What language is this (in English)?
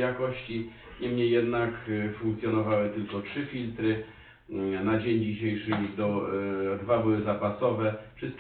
Polish